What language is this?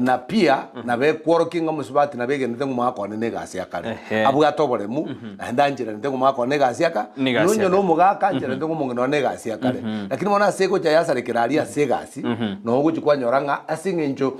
Gusii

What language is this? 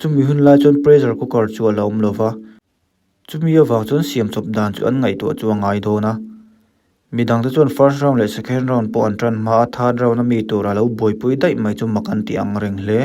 Mizo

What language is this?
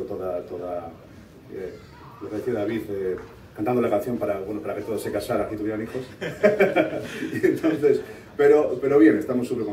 Spanish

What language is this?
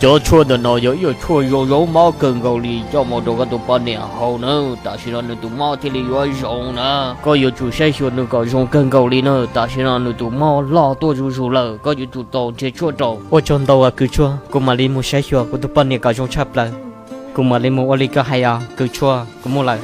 Hmong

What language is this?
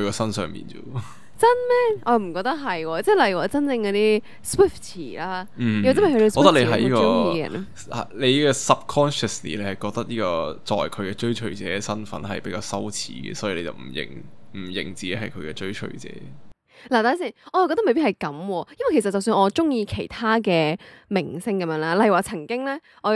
Cantonese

